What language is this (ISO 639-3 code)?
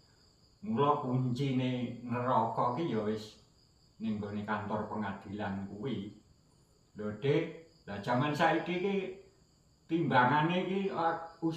jav